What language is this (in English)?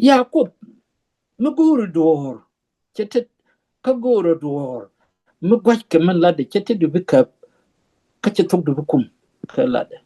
Nuer